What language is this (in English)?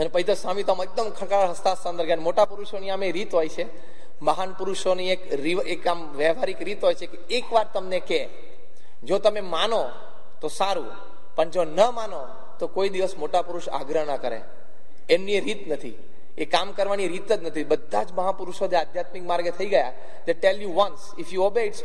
Gujarati